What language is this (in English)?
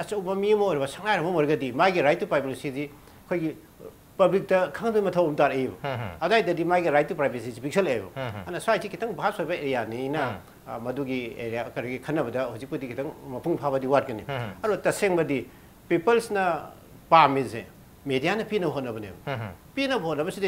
Manipuri